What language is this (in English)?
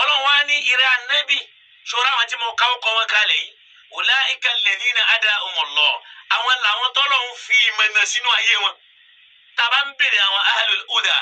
Yoruba